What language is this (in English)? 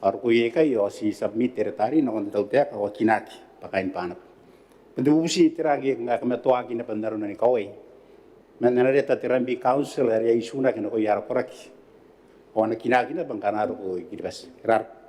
Gilbertese